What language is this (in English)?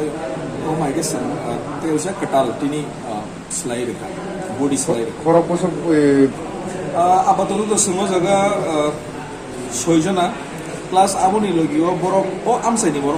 Kok Borok